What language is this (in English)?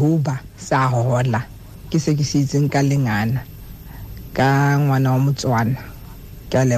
Tswana